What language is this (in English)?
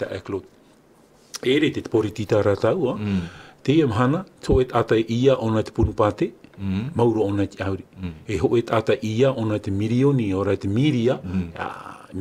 Tahitian